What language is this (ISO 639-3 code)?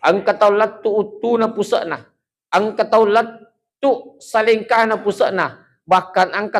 bug